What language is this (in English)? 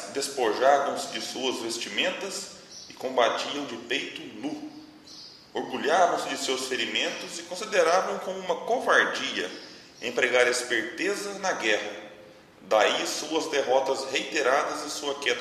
Portuguese